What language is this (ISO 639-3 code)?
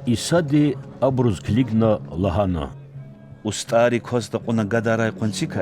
lez